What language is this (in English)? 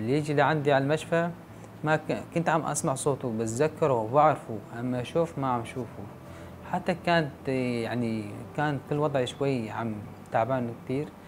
North Levantine Arabic